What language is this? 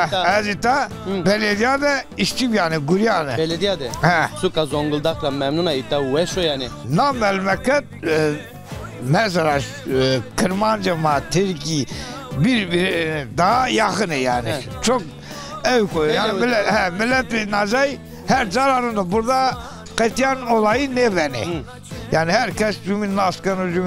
Zaza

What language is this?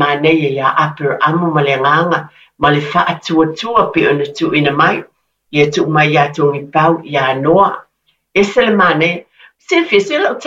Samoan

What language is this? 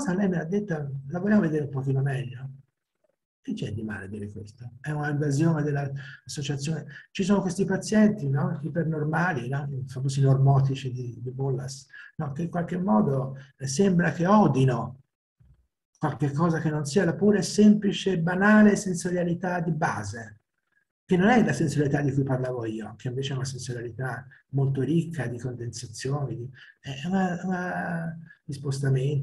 Italian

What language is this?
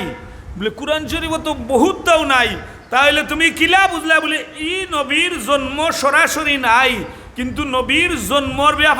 Sylheti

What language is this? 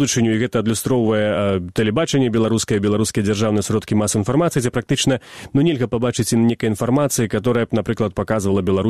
Belarusian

